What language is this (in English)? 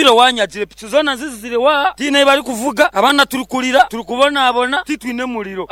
Nyankole